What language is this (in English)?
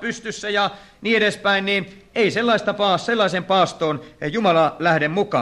Finnish